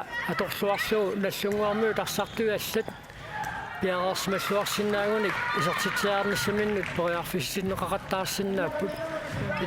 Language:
Kalaallisut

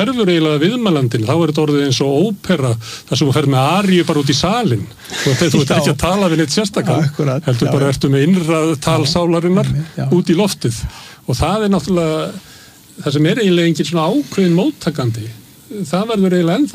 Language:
Icelandic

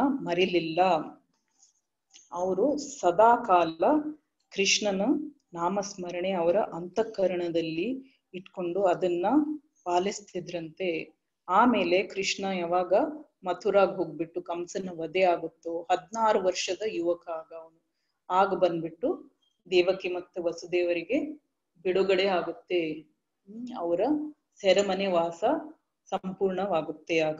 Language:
Kannada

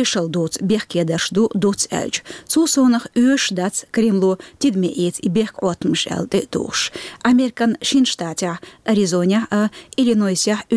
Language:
Chechen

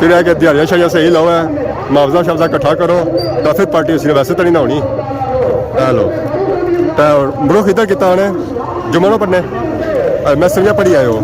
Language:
Pahari-Potwari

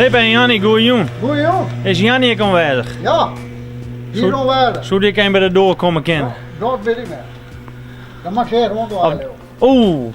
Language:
Western Frisian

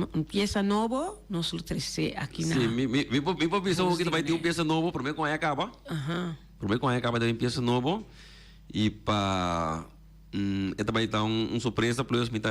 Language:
Papiamento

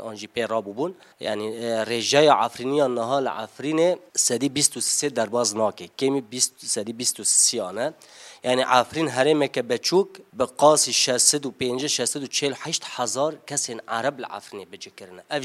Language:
Kurdish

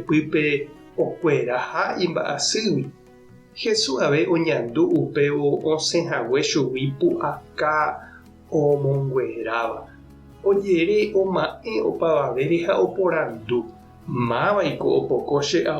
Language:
Guarani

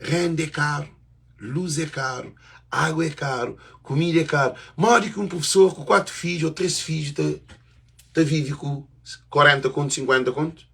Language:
Kabuverdianu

